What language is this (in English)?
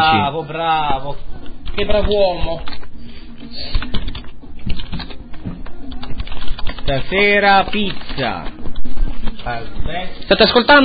Italian